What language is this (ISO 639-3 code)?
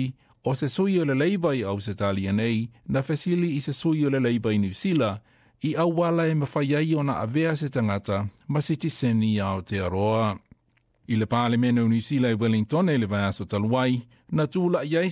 smo